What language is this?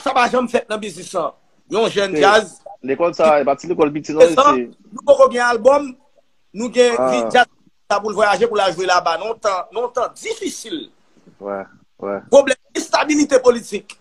Haitian Creole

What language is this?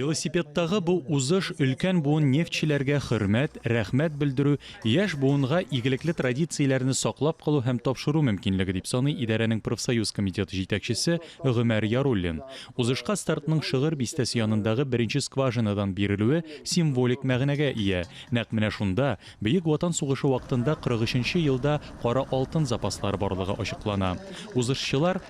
Tatar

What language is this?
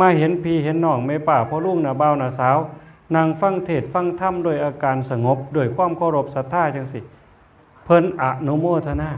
Northeastern Thai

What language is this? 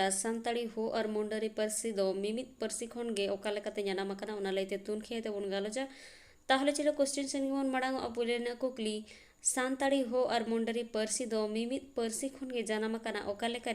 Santali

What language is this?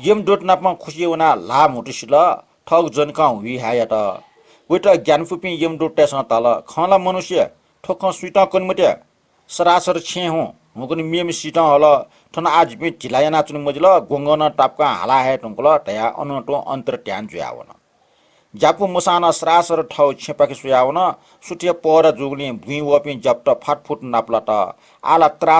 Newari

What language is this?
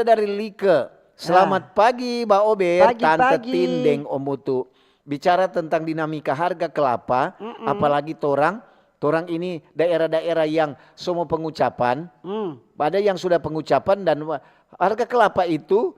Manado Malay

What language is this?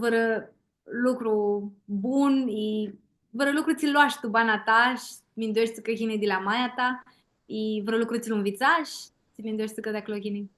Aromanian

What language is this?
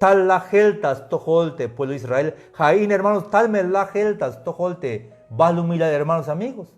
Tzeltal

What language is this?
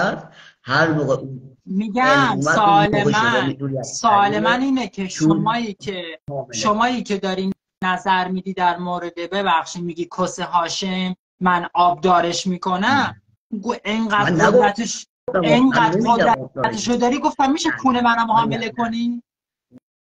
Persian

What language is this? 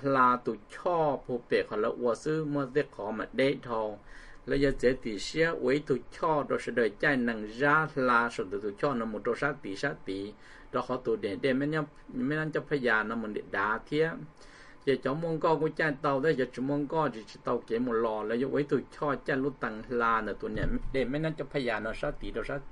Vietnamese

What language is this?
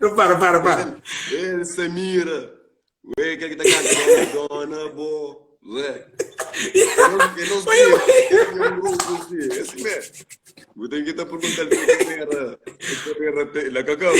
Kabuverdianu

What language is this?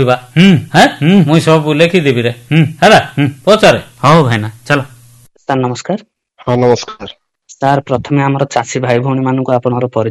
Odia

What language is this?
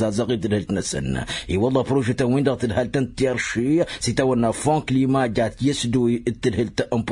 Tamasheq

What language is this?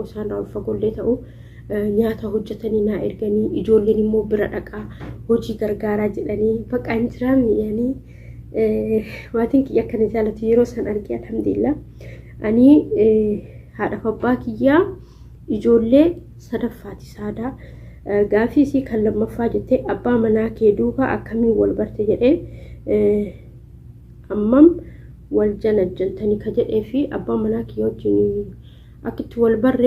Oromo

